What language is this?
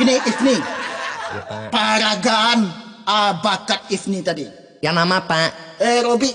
Minangkabau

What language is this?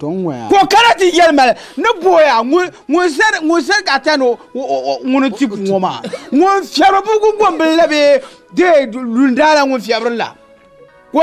Dagbani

